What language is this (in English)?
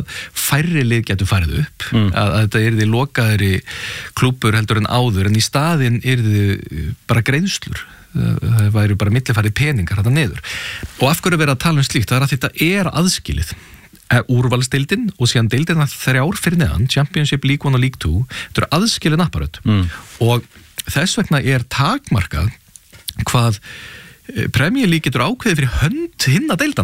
Icelandic